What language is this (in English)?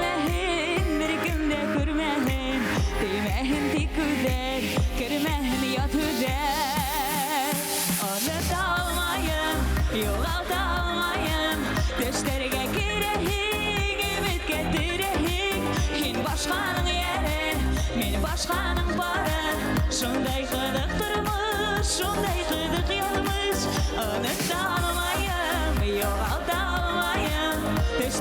Bashkir